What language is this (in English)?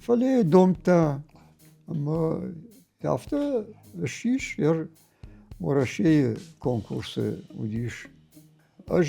Ossetic